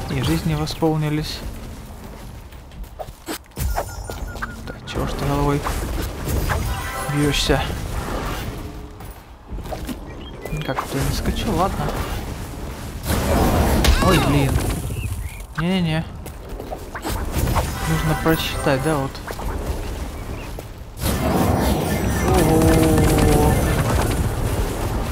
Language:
Russian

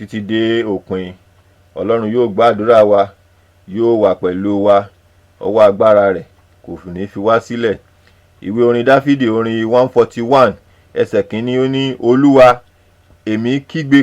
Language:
Yoruba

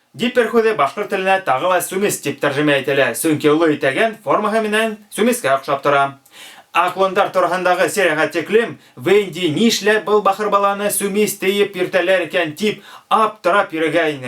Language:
Bashkir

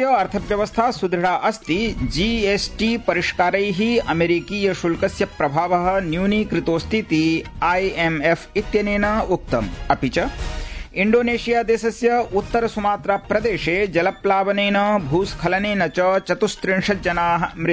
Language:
Sanskrit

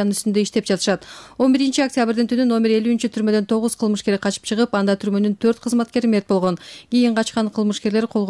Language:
Kyrgyz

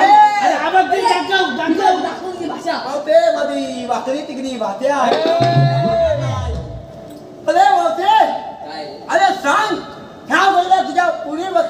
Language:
Marathi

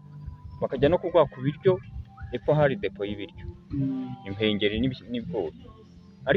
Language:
Kinyarwanda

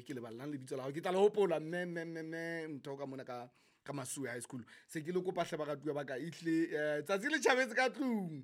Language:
Southern Sotho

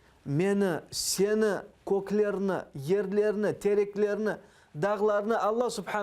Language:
Crimean Tatar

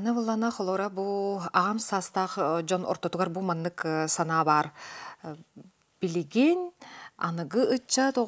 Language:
Yakut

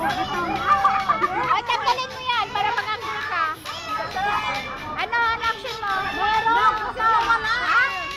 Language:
Filipino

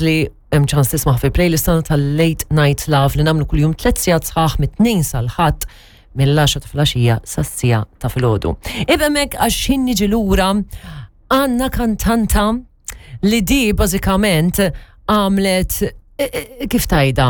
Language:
Maltese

